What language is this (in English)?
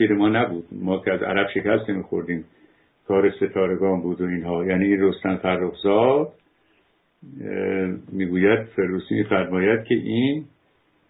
Persian